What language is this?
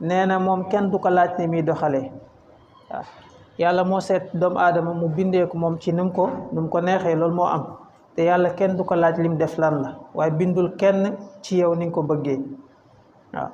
Wolof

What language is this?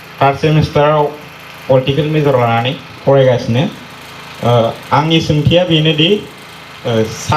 Bodo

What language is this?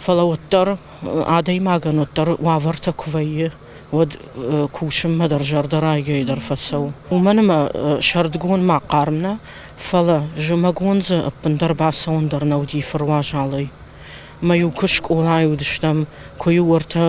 Ossetic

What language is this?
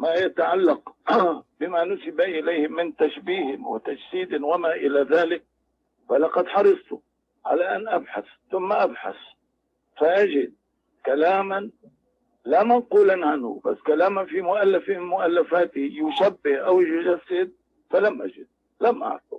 Tausug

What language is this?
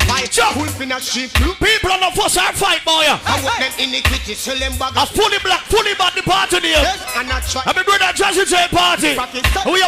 Jamaican Creole English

